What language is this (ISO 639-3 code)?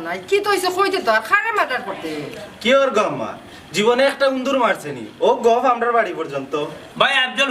syl